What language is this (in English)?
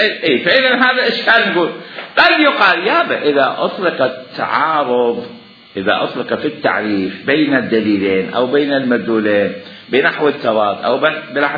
Mesopotamian Arabic